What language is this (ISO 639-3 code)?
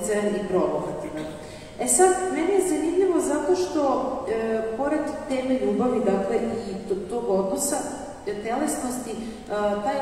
srp